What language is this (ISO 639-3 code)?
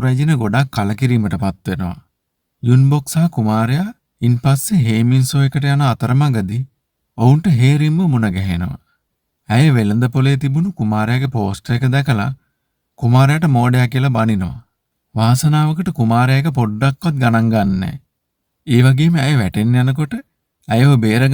sin